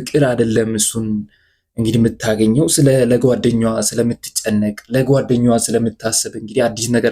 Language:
Amharic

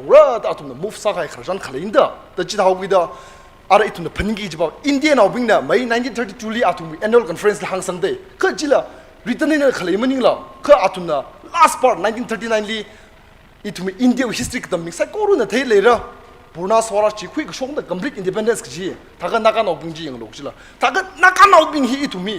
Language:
Tangkhul Naga (India)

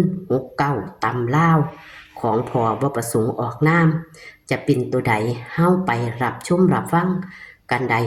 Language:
Northeastern Thai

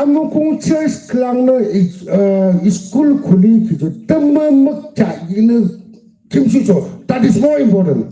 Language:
Yimchungru Naga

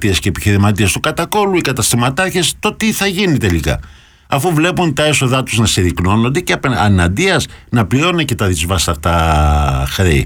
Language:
Greek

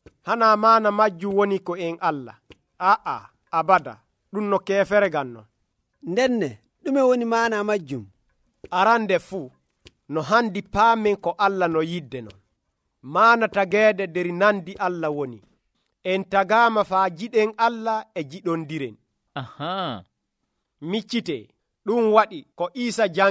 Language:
Nigerian Fulfulde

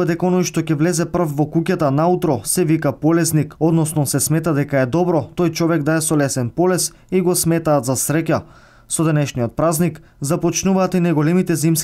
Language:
Macedonian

